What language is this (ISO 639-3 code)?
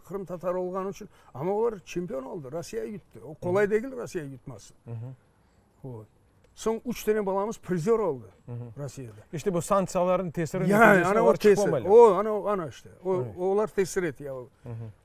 crh